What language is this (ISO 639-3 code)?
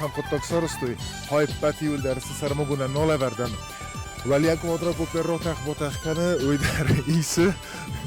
oss